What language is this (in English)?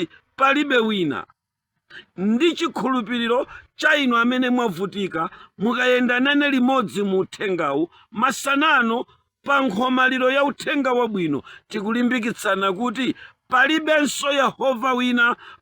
Nyanja